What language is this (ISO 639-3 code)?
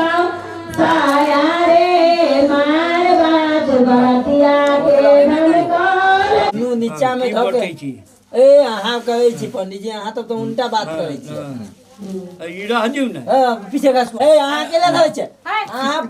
mai